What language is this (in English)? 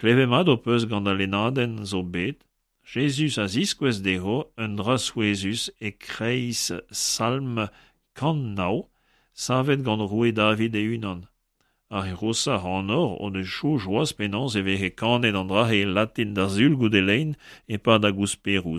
Breton